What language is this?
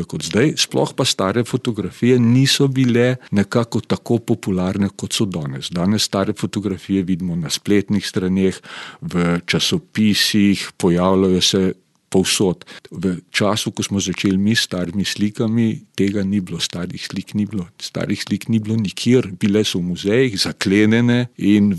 Slovenian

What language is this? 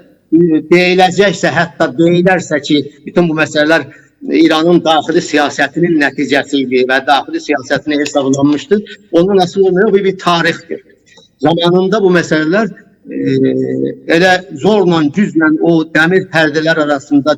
Azerbaijani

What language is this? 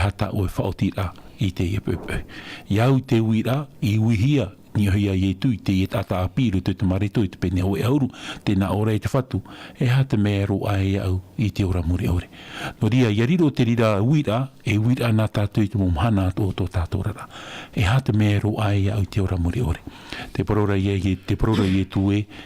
Tahitian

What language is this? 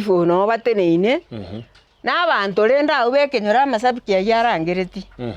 Gusii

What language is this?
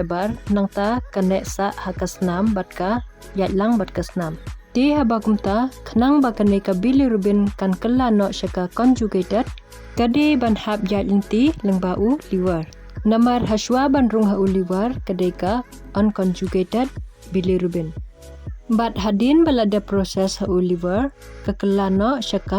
Khasi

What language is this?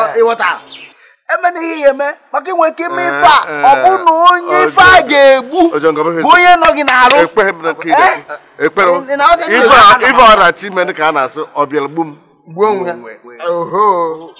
Igbo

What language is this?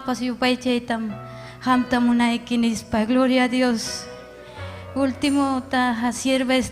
Ayacucho Quechua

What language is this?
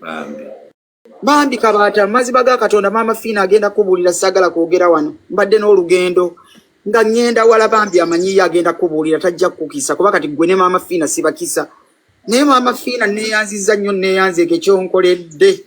Ganda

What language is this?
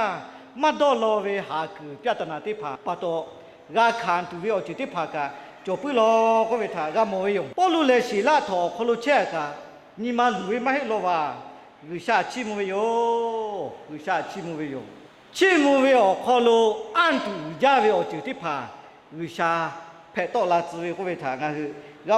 Lahu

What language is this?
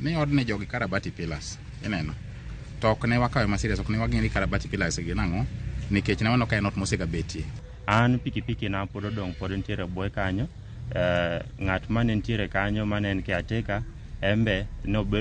Luo (Kenya and Tanzania)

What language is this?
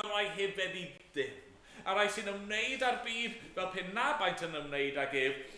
Welsh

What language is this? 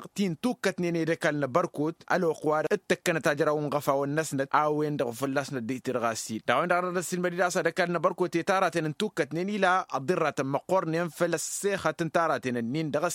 Tamasheq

